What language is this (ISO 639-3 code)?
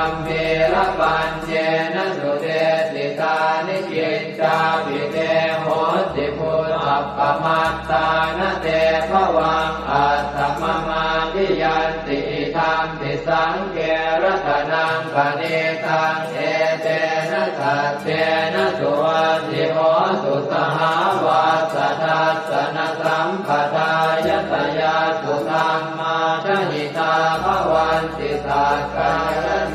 pli